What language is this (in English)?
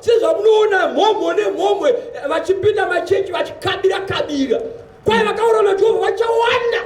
Shona